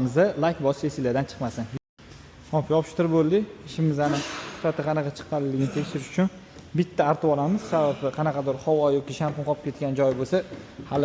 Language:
Uzbek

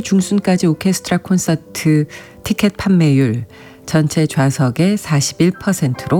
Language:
Korean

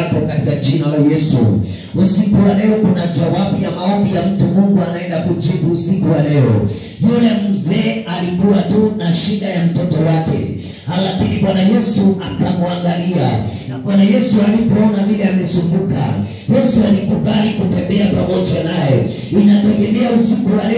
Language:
Swahili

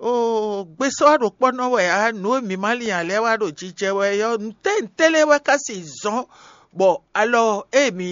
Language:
Fon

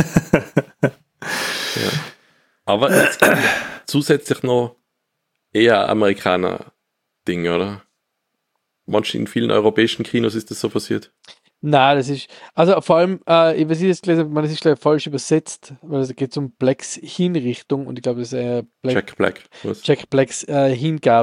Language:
German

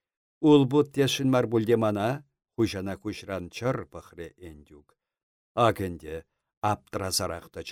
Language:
Chuvash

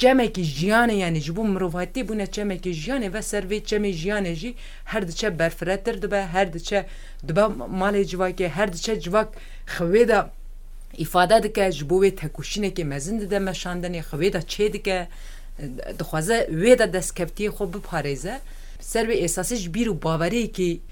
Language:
Kurdish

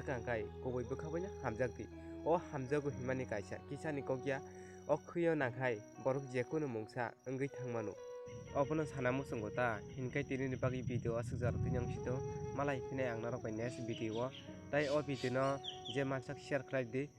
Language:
Kok Borok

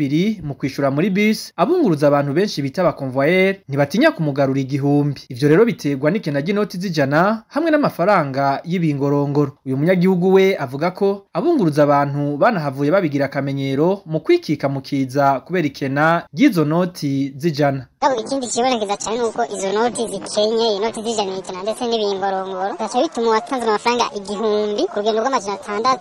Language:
Rundi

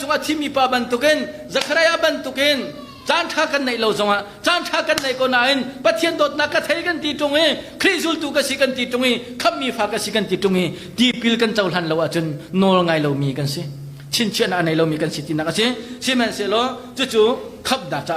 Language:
Hakha Chin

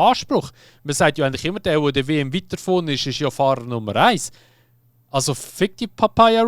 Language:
Swiss German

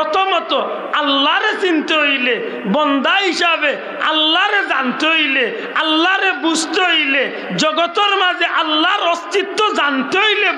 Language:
Sylheti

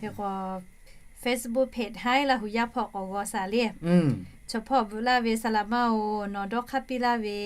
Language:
Lahu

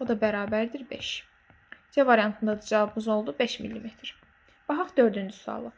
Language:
Azerbaijani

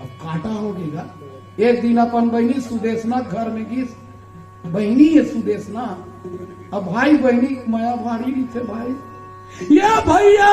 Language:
Chhattisgarhi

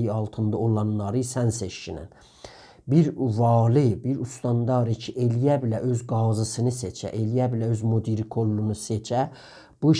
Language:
South Azerbaijani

